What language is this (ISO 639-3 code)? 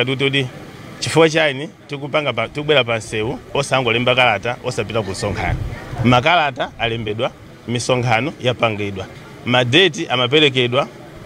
nya